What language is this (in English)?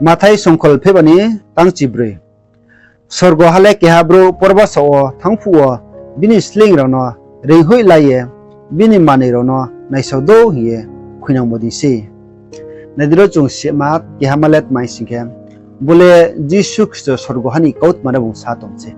Riang (India)